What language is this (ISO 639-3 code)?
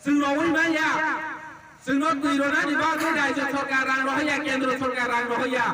trp